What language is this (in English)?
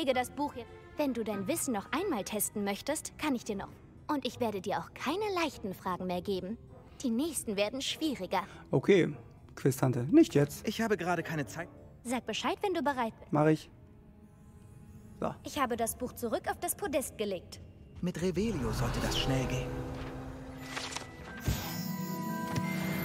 German